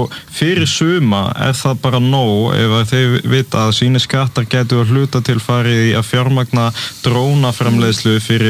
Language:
Icelandic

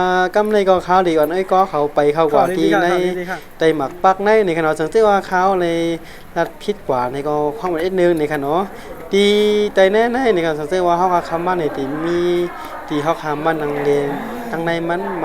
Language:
Shan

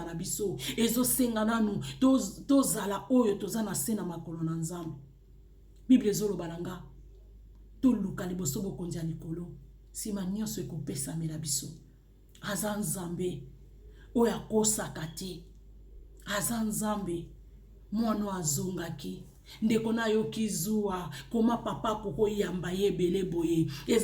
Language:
Lingala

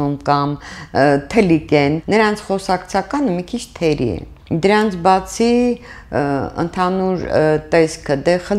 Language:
Armenian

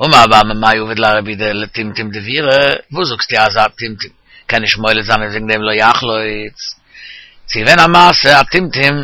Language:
Yiddish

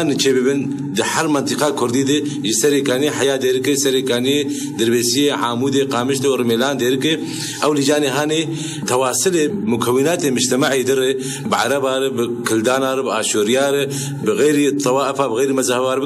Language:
Kurdish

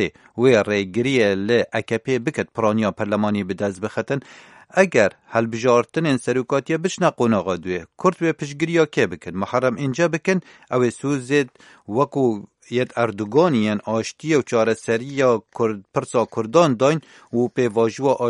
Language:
Kurdish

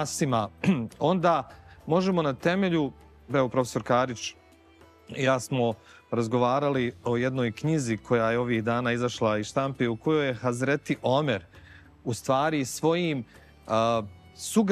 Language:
Bosnian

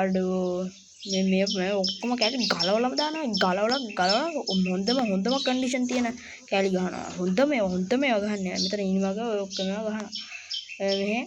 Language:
Sinhala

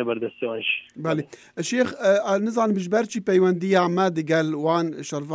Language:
Kurdish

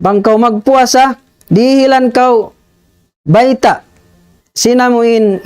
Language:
Tausug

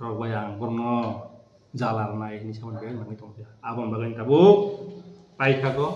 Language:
Kok Borok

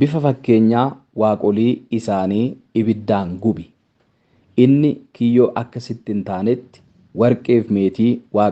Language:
Oromo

